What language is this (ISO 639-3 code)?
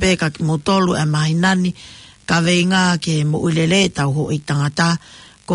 ton